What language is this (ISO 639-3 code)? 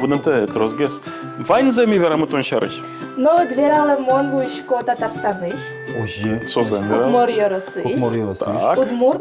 udm